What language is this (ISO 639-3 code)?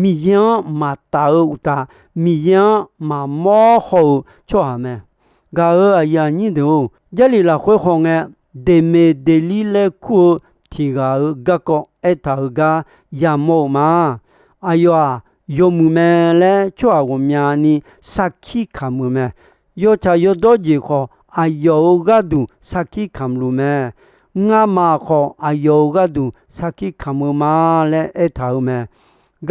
ahk